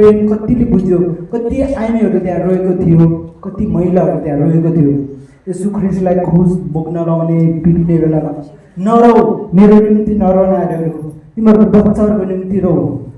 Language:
Nepali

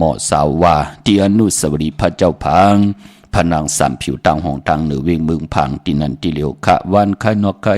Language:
Shan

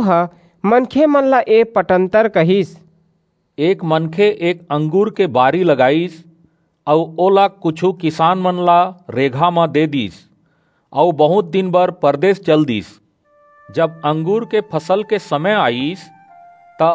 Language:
Chhattisgarhi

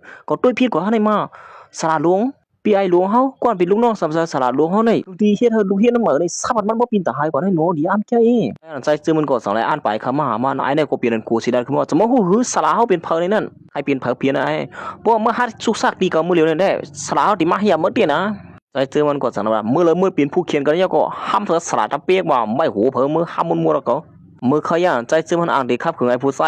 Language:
Shan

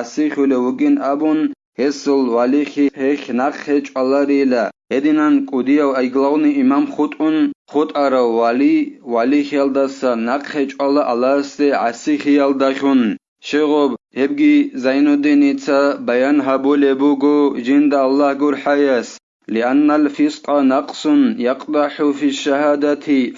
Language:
Avaric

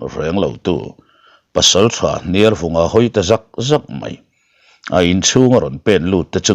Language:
Mizo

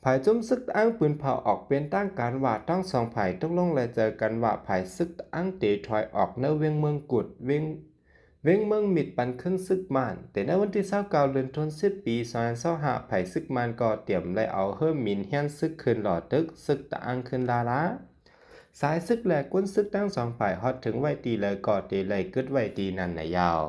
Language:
Shan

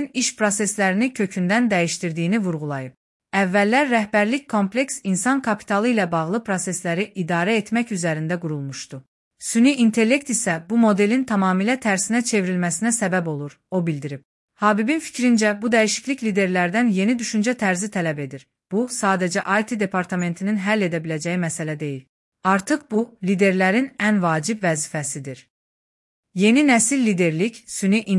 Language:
Azerbaijani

